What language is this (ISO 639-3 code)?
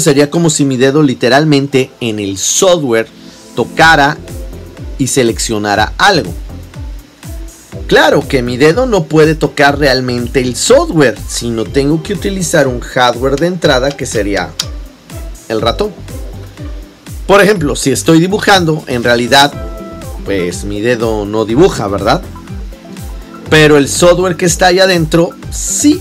spa